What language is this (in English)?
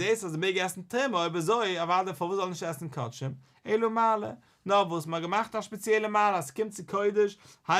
Yiddish